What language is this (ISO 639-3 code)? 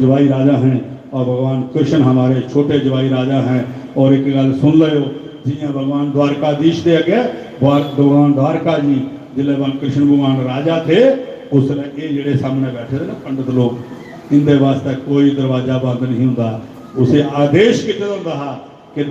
doi